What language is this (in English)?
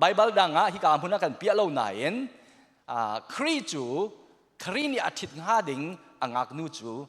Hakha Chin